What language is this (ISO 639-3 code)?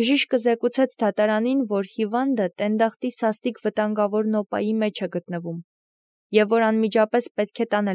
hye